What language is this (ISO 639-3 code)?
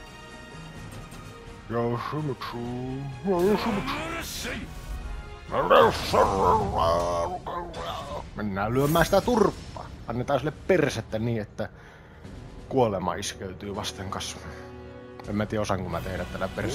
fin